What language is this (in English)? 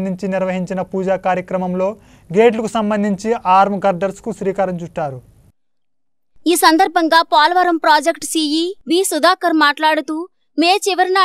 Telugu